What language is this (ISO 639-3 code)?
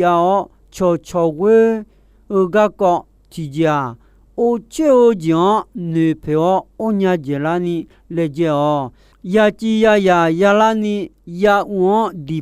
ahk